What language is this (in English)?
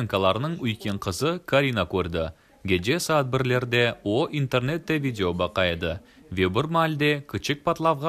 Crimean Tatar